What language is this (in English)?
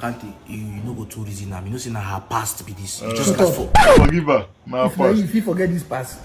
Nigerian Pidgin